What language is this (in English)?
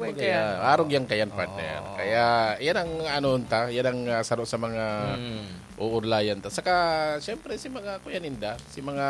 Bikol